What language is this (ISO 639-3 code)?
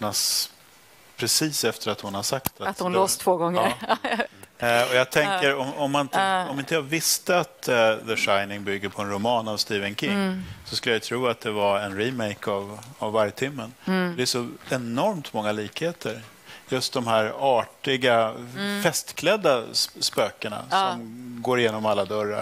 swe